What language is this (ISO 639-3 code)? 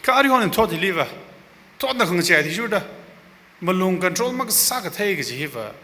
nmf